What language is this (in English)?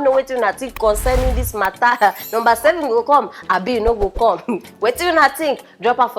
Nigerian Pidgin